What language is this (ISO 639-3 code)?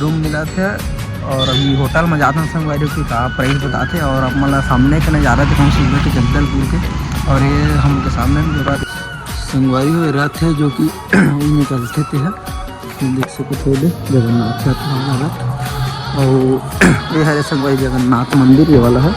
hne